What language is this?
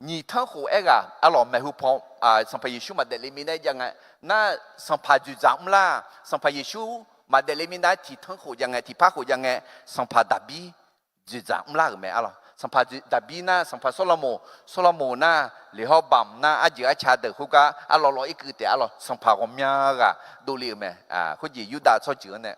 Akha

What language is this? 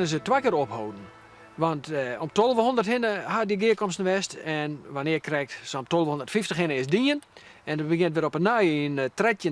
Western Frisian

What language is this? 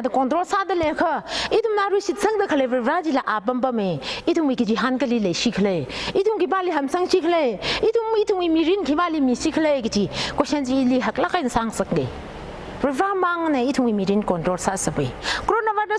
Tangkhul Naga (India)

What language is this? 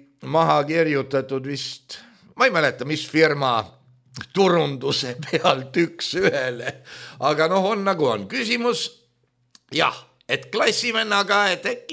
Estonian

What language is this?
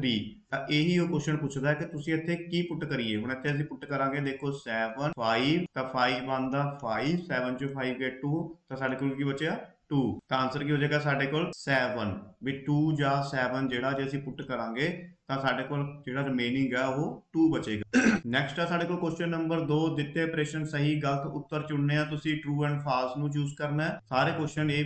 Punjabi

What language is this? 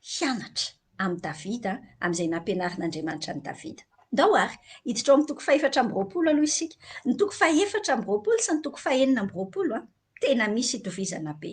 Malagasy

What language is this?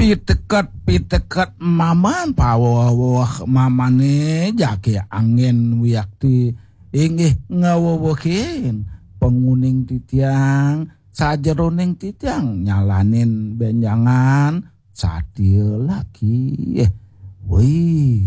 Balinese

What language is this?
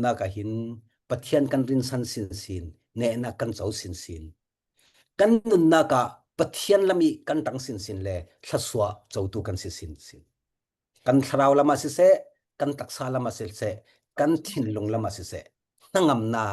Falam Chin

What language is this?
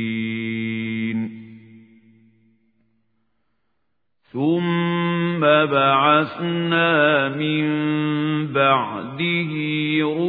Arabic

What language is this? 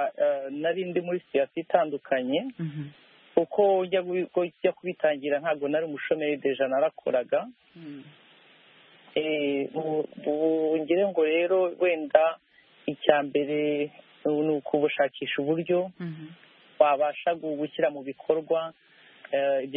Kinyarwanda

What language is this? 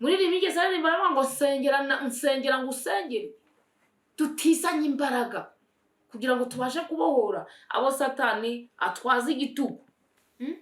Kinyarwanda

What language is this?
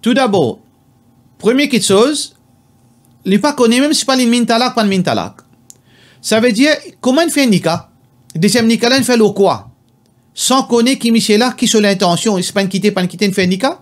Morisyen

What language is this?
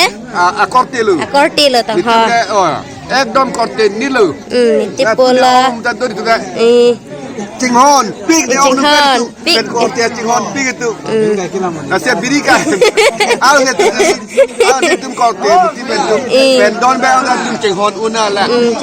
Karbi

